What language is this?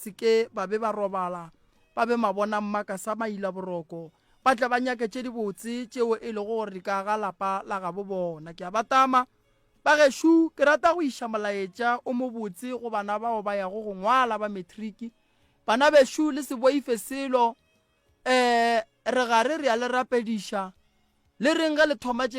Northern Sotho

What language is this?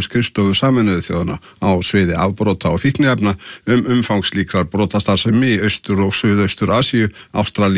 Icelandic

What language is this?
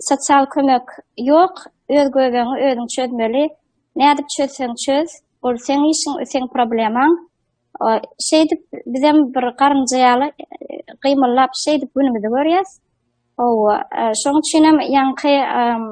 Turkmen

